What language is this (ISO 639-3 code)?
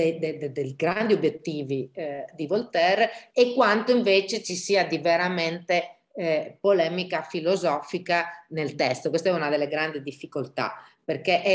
ita